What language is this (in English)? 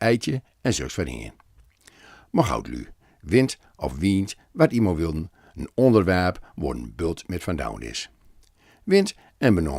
Gronings